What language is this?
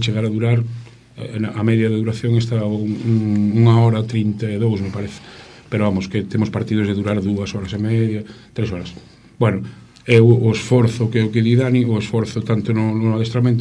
Galician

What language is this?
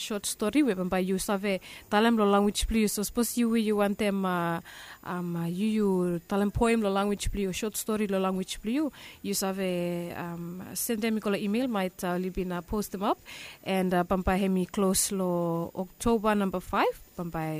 Bislama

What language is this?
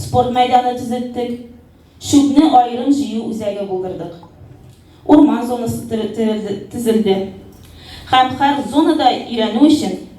Tatar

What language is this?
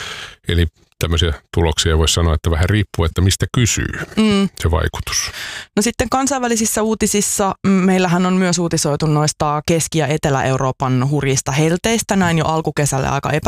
Finnish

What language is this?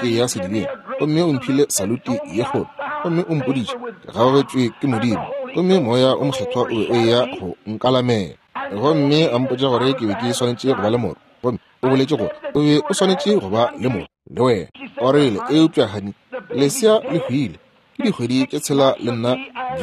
Northern Sotho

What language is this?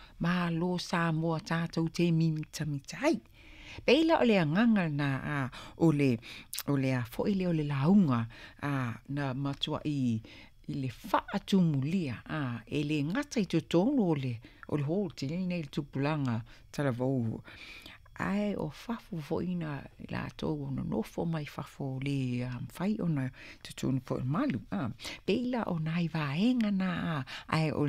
Samoan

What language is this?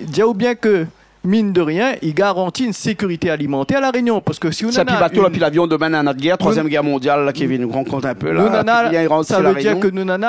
Réunion Creole French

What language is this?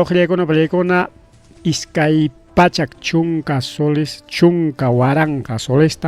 Ayacucho Quechua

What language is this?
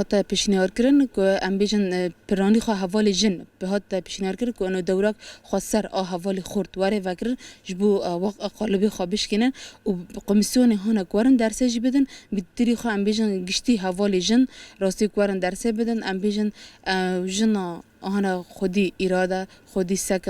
Kurdish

